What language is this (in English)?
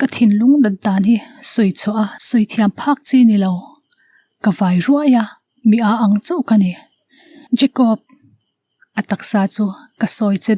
Mizo